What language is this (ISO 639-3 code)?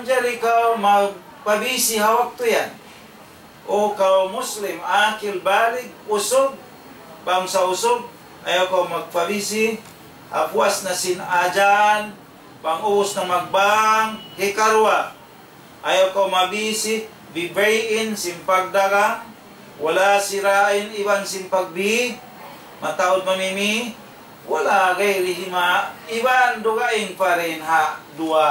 tsg